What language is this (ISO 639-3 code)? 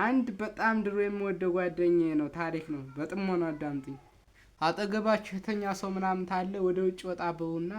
amh